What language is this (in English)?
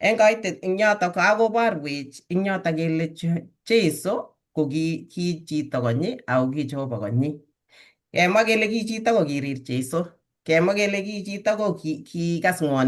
Kalenjin